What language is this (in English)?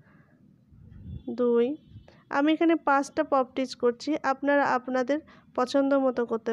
Bangla